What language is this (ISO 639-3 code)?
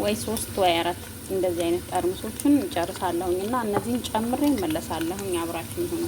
amh